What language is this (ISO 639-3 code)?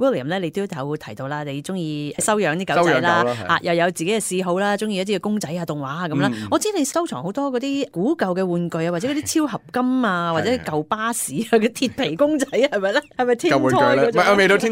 yue